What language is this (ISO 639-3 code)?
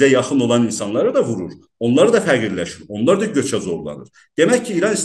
azb